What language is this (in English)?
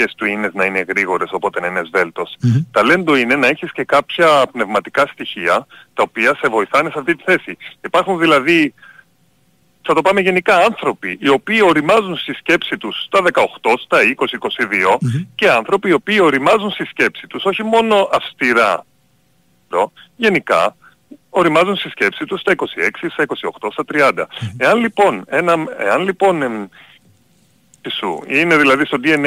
Greek